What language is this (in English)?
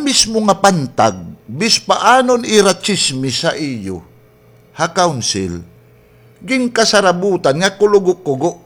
Waray